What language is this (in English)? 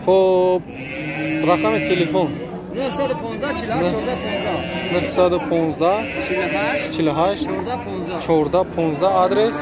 Tajik